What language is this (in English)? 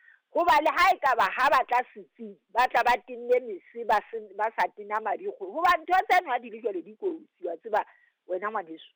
Southern Sotho